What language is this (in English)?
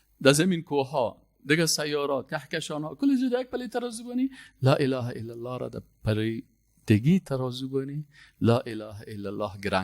Persian